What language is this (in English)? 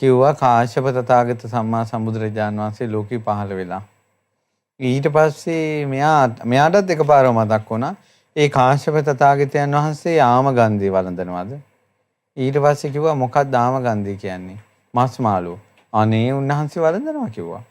Sinhala